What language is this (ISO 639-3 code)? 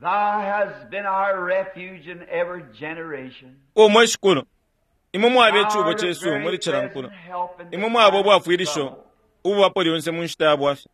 bem